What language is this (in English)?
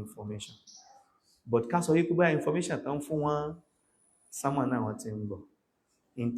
Yoruba